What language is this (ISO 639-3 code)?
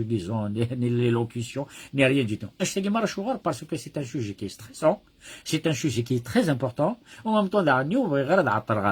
kab